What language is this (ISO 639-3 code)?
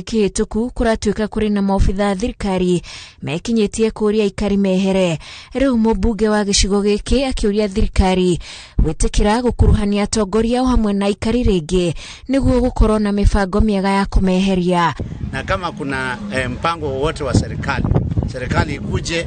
kik